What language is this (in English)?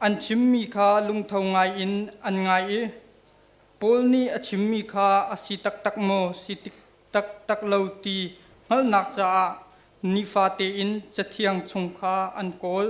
Hakha Chin